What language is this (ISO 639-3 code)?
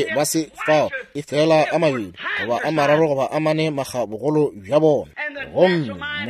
nso